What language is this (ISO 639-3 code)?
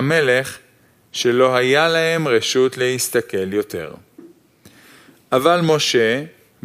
heb